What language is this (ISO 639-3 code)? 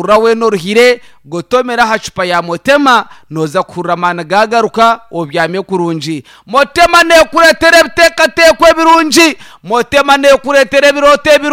nyn